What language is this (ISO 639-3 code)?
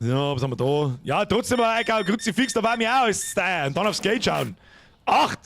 bar